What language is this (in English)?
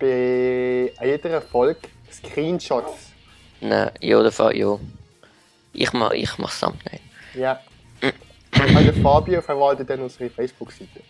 Swiss German